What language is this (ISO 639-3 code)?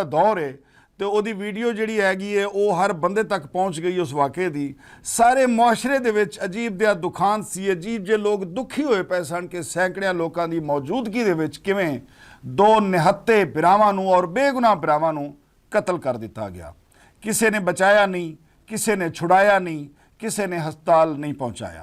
lah